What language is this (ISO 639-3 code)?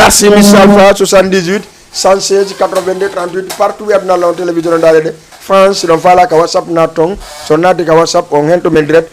ful